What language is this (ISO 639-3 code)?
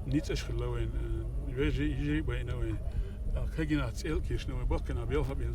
che